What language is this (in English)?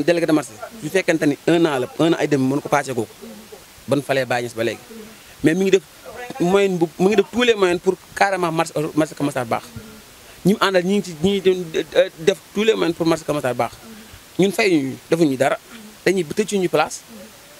Wolof